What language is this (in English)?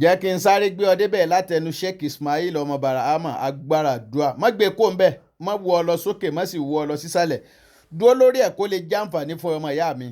Yoruba